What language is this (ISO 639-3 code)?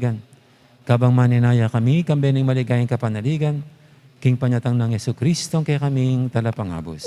pam